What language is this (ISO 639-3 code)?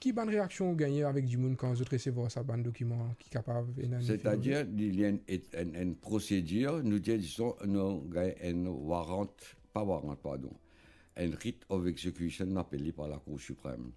mfe